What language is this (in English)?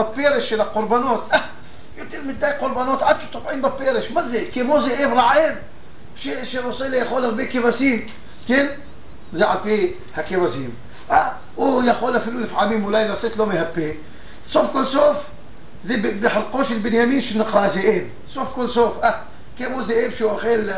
Hebrew